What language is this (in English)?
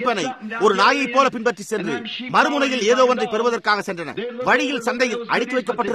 Tamil